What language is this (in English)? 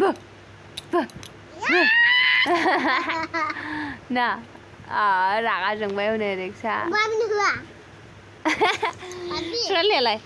Bodo